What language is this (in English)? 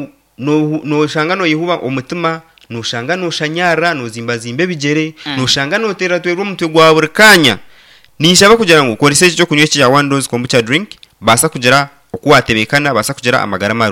Nyankole